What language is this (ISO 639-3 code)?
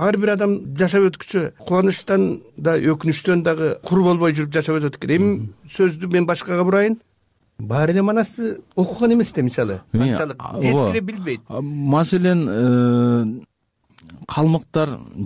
kir